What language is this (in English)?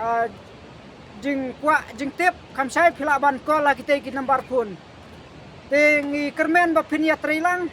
Khasi